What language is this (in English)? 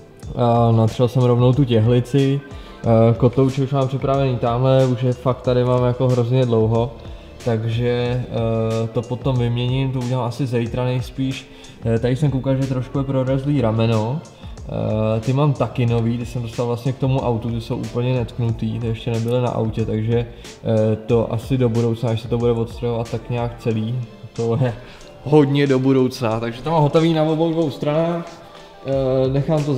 Czech